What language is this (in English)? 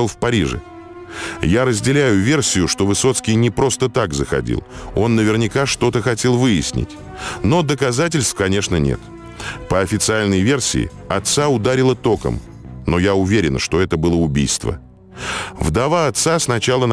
Russian